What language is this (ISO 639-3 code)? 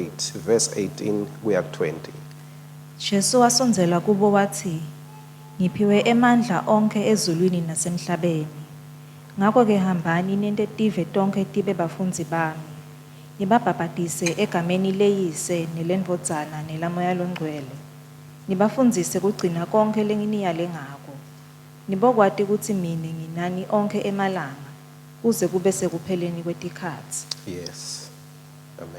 ssw